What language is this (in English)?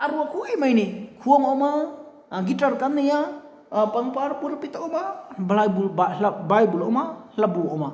Mizo